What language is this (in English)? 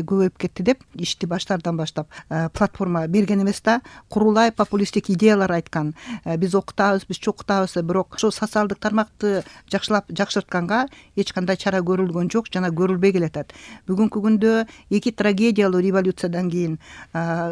Kyrgyz